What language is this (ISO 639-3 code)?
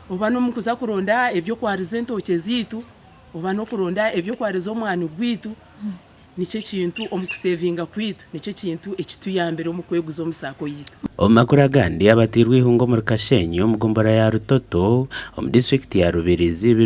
nyn